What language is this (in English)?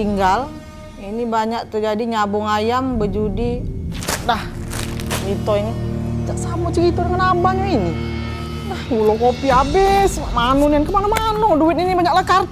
Musi